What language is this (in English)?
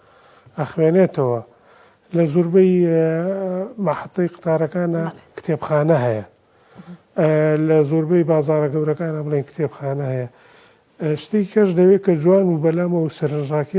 Central Kurdish